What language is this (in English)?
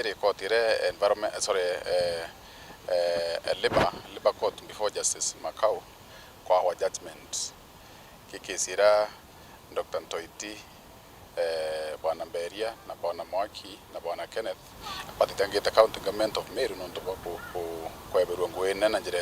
Meru